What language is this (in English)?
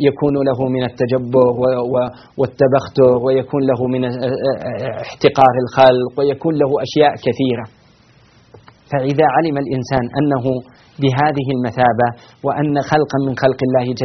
Arabic